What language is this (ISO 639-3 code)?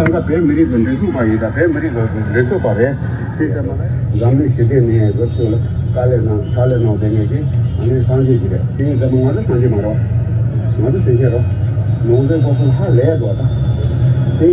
bod